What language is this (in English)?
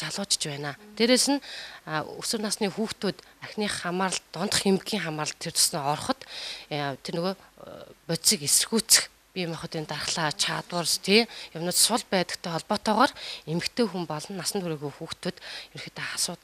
Mongolian